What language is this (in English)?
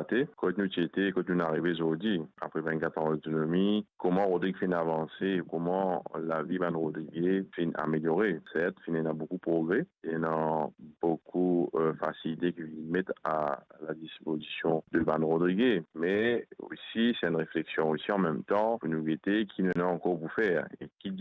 Morisyen